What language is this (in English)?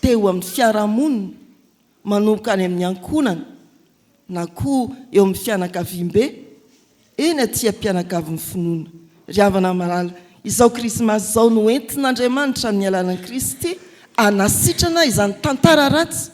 Malagasy